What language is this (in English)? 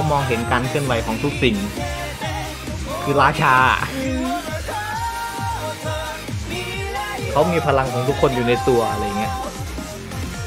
Thai